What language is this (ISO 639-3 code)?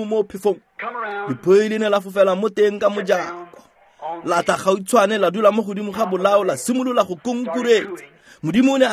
tsn